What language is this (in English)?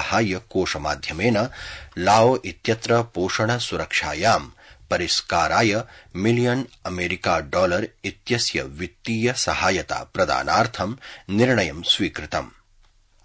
Sanskrit